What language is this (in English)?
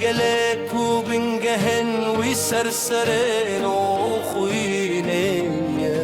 Kurdish